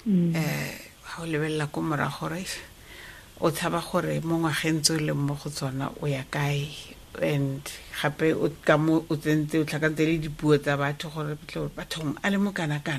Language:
Tswana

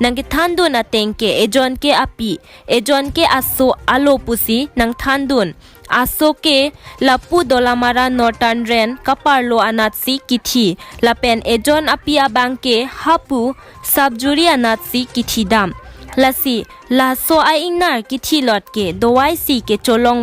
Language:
Karbi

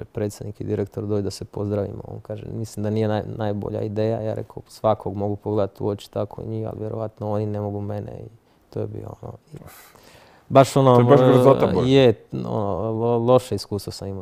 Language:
Croatian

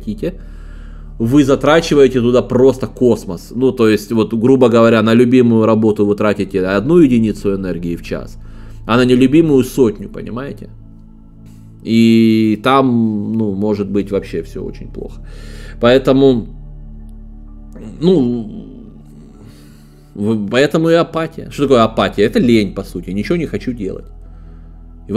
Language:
Russian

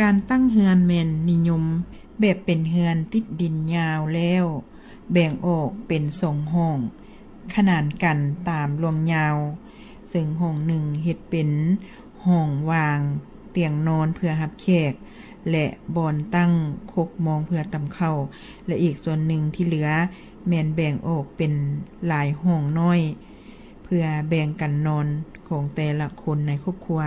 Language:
Lao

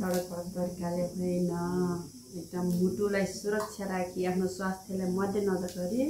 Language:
Nepali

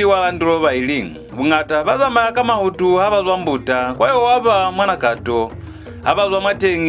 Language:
Lozi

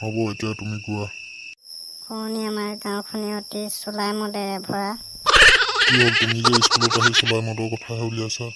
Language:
Assamese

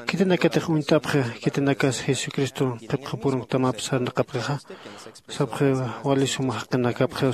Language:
Aymara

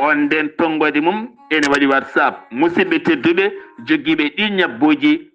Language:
Fula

